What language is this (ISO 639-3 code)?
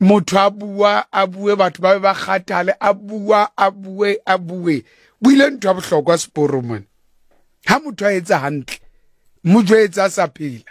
sot